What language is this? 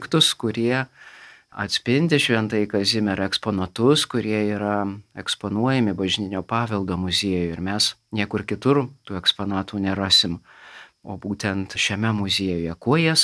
Lithuanian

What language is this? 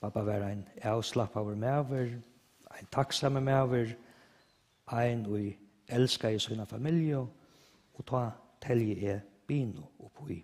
Faroese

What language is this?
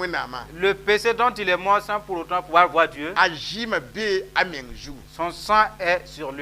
Mossi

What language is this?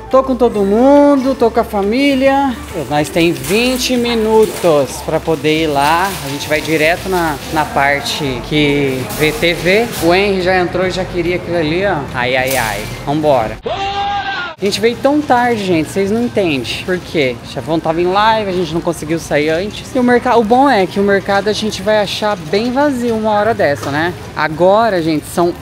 Portuguese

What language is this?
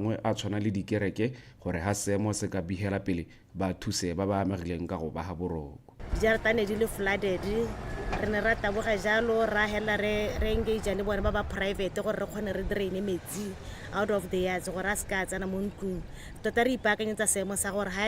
Tswana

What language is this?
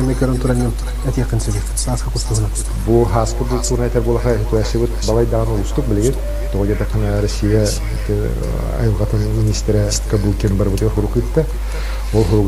Yakut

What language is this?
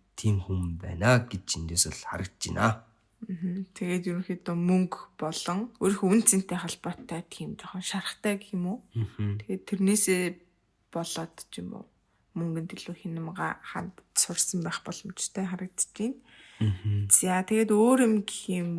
Mongolian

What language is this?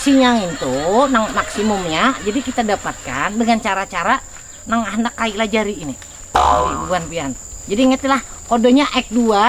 Banjar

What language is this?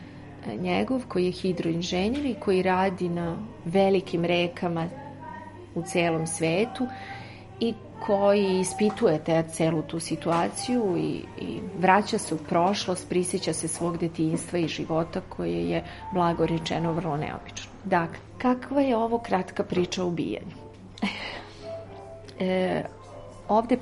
Serbian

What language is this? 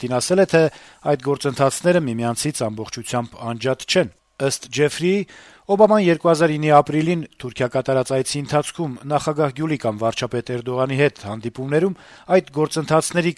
Armenian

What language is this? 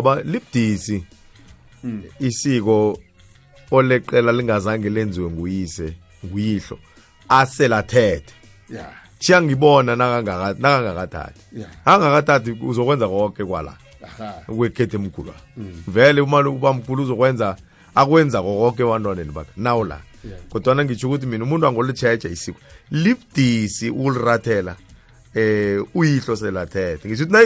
South Ndebele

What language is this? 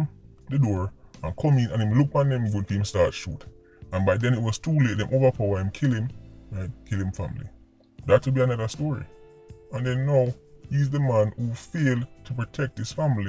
Jamaican Creole English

